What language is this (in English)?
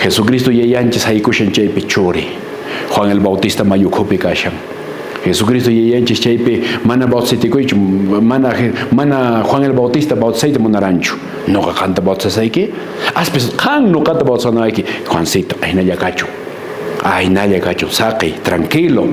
Quechua